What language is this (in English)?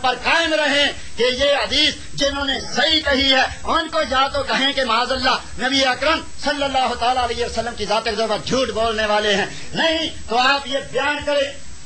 Urdu